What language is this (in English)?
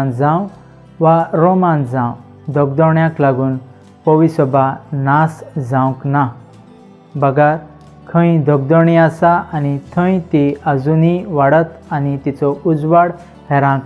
Konkani